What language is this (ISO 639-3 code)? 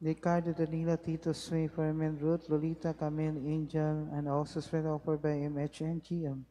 ceb